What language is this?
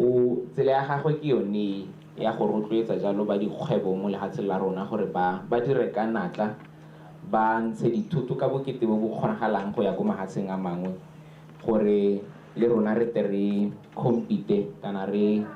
Tswana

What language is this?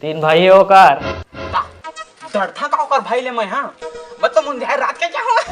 Chhattisgarhi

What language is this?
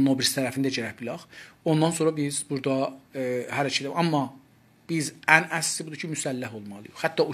South Azerbaijani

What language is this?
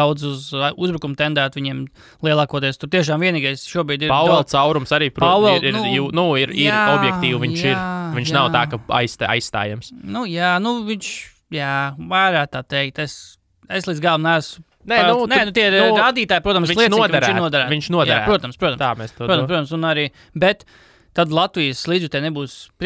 Latvian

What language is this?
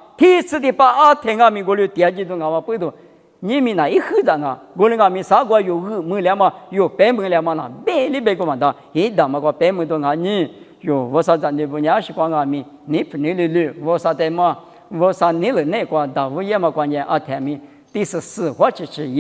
Lisu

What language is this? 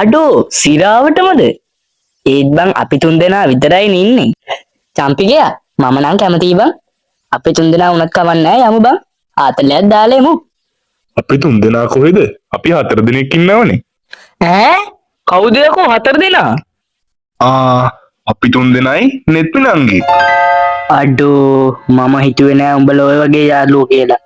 Sinhala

